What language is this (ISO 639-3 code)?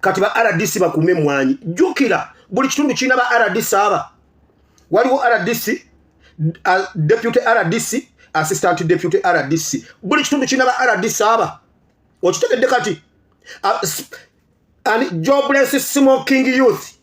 lug